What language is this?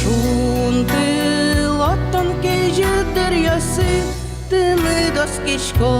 Udmurt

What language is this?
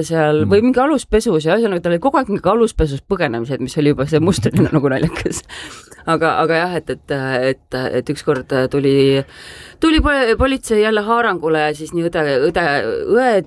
Estonian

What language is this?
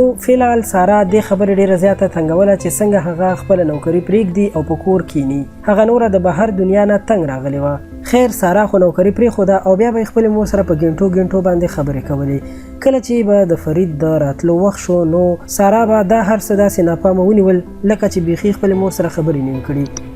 Pashto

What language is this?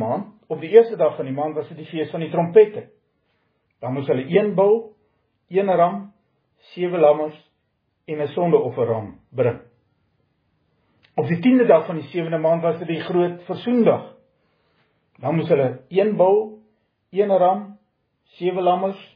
Afrikaans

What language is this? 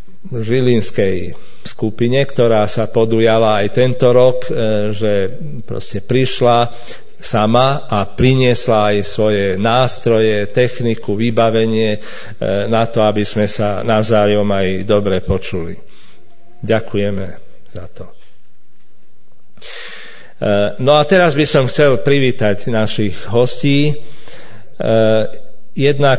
Slovak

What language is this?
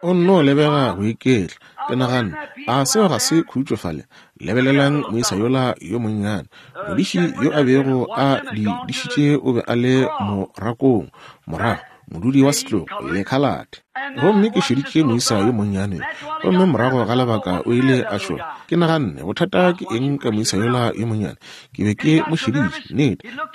Northern Sotho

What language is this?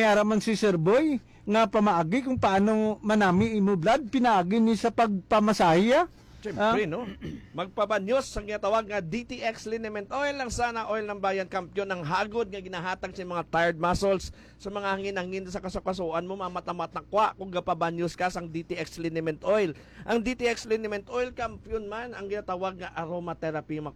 Hiligaynon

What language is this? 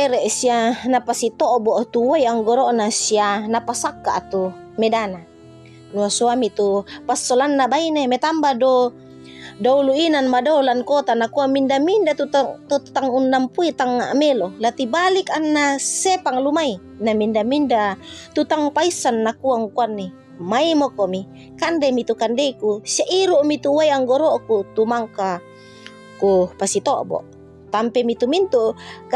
Toraja-Sa'dan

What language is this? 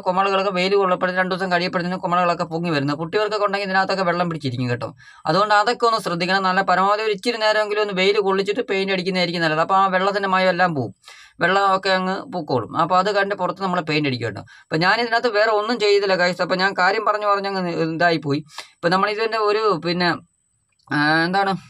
Malayalam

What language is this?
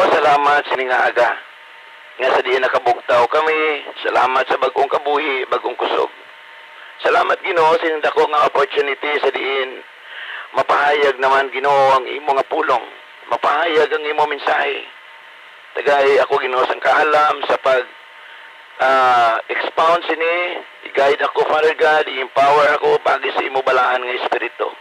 Hiligaynon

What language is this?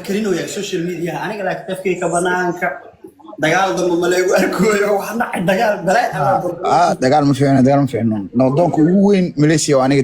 Somali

